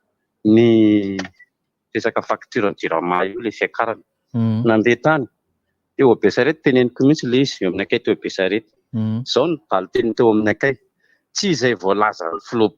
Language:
Malagasy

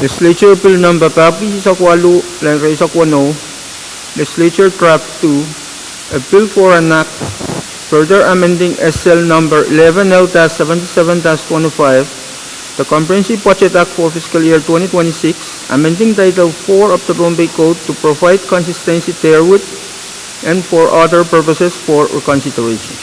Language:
Pohnpeian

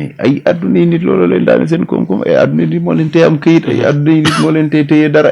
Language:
Wolof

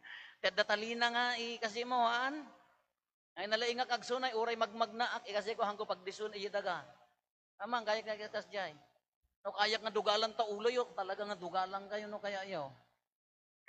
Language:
Iloko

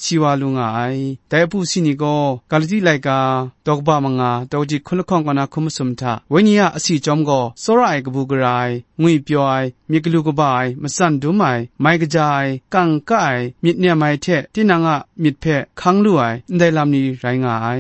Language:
Kachin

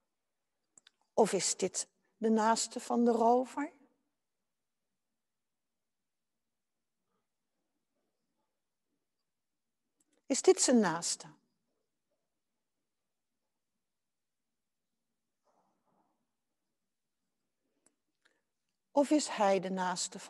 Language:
Dutch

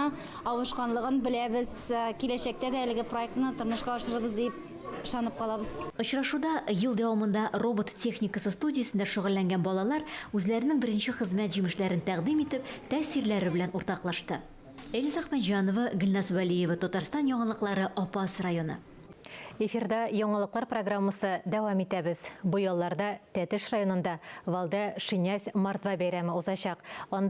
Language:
Tatar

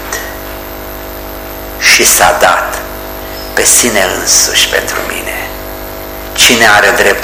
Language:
Romanian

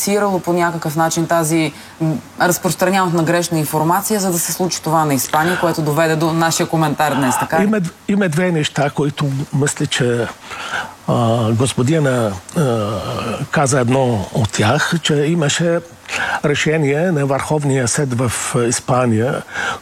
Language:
Bulgarian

